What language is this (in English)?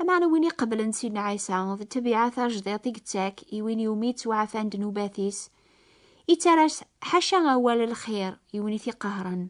Kabyle